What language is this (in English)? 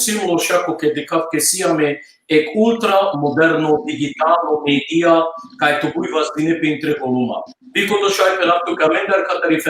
Balkan Romani